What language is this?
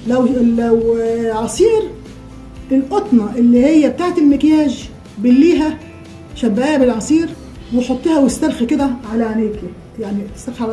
Egyptian Arabic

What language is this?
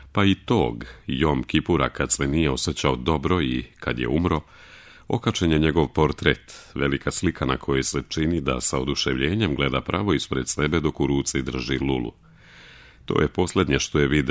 Serbian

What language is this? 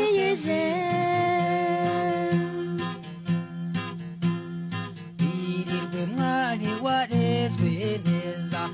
Kinyarwanda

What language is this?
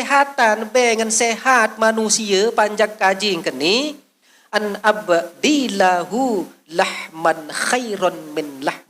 Sasak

